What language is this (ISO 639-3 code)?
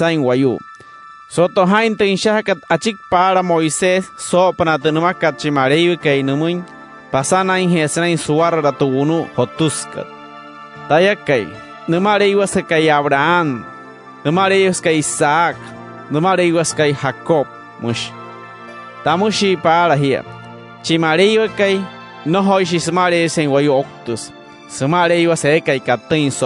guc